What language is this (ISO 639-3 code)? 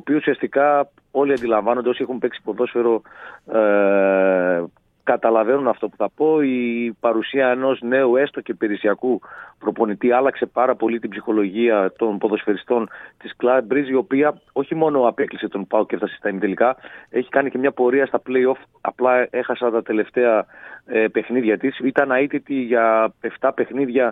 ell